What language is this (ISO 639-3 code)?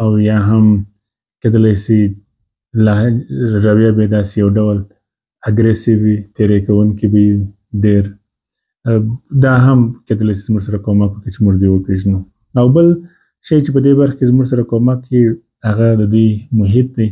pus